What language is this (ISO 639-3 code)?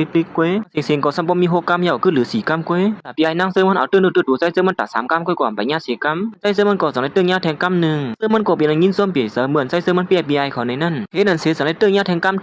shn